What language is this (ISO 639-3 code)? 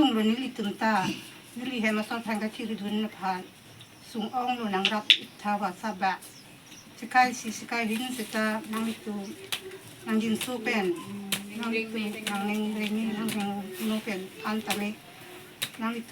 mjw